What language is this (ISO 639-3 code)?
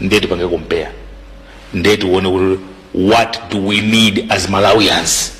nya